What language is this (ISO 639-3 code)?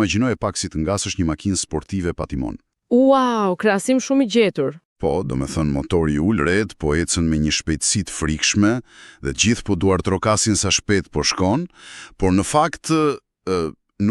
sqi